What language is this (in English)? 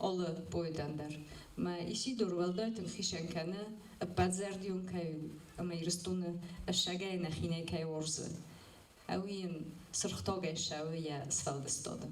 Ossetic